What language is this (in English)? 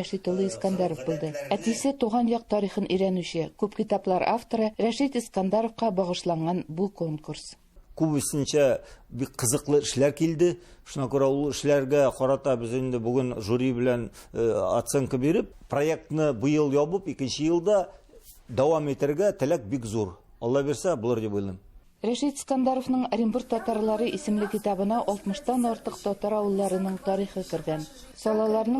Tatar